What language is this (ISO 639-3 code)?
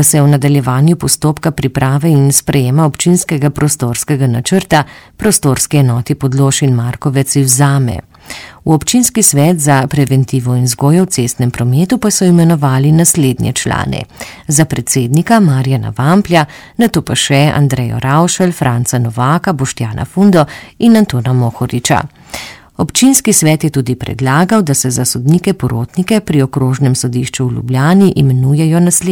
slv